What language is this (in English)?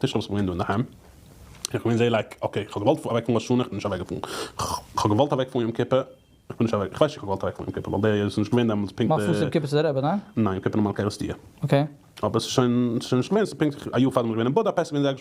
Yiddish